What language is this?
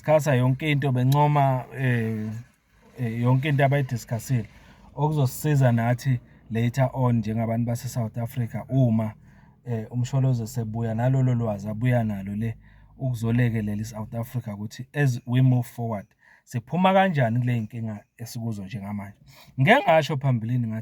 Zulu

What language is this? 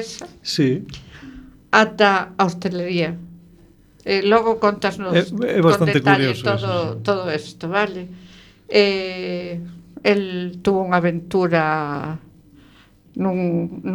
Galician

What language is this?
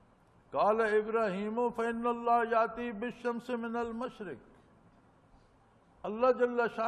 Urdu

